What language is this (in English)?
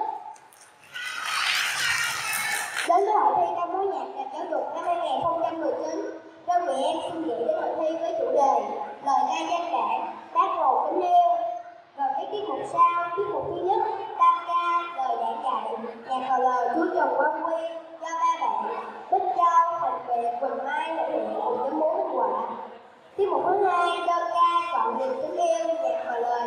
Vietnamese